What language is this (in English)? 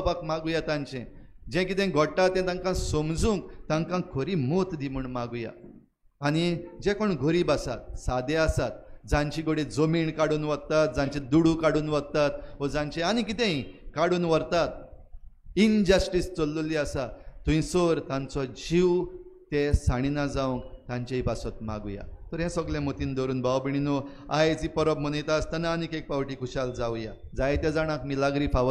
Konkani